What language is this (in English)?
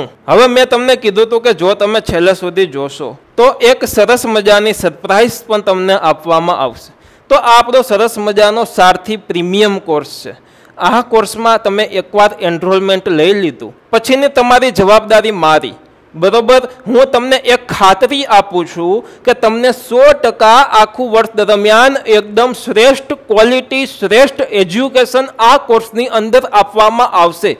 Gujarati